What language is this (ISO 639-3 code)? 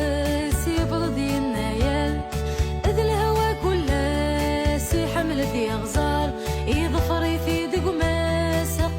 kab